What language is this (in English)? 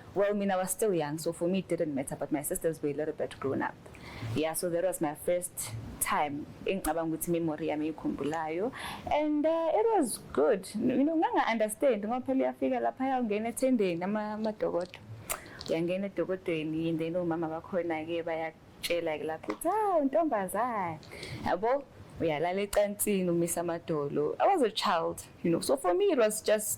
Zulu